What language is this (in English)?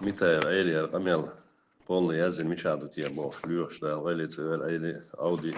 Chechen